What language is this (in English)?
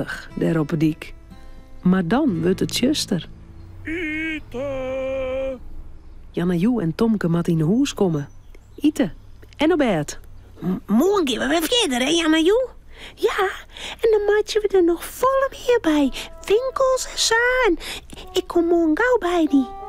Western Frisian